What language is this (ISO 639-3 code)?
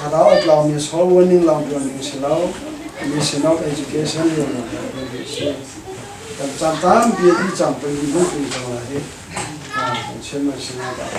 cnh